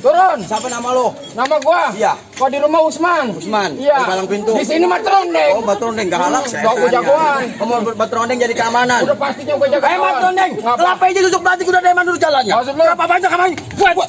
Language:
Betawi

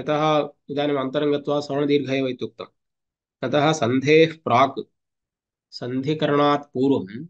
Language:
Sanskrit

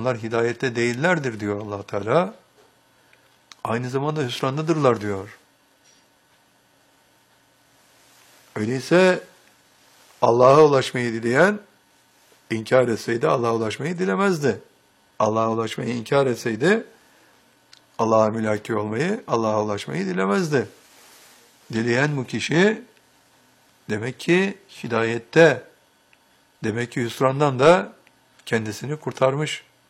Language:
Turkish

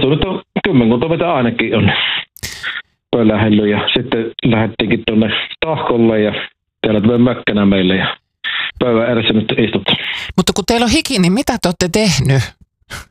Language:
Finnish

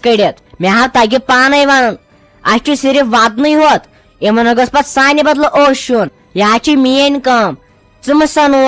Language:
Kashmiri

